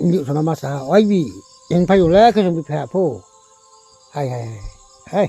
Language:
Riang (India)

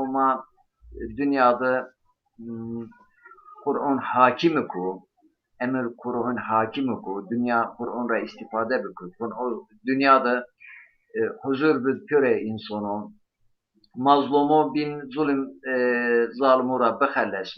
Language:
Zaza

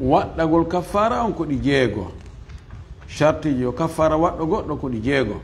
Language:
Fula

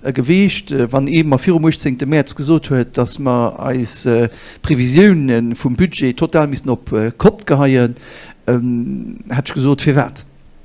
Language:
Luxembourgish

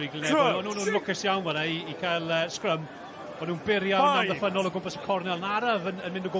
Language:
Welsh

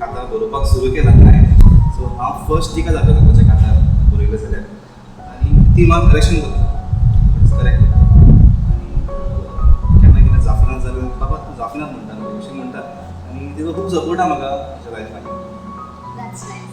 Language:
Konkani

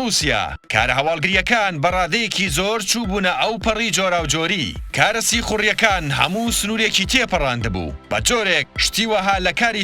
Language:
Central Kurdish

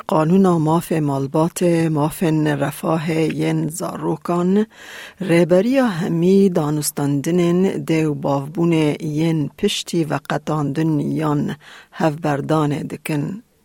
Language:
Kurdish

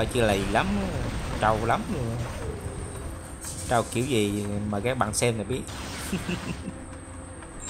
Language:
Vietnamese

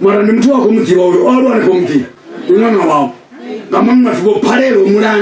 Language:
Venda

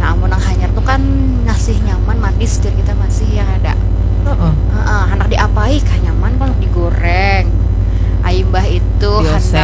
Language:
Banjar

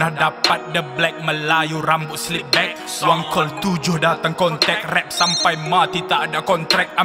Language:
Malay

